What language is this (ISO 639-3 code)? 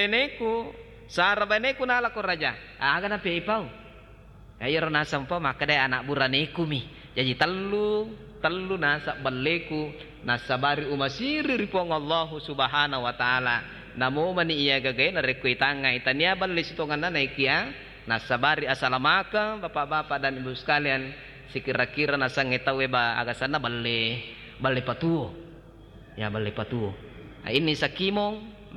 bug